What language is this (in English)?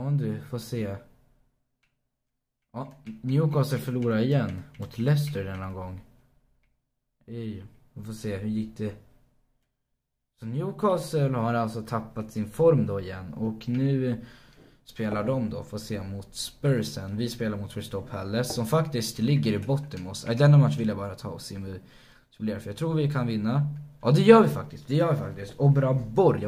Swedish